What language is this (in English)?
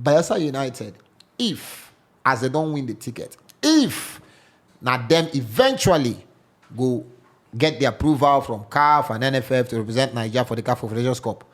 Nigerian Pidgin